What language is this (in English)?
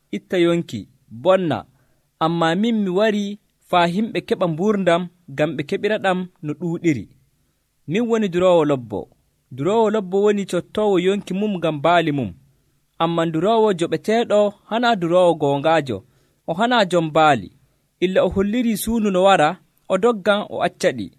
Nigerian Fulfulde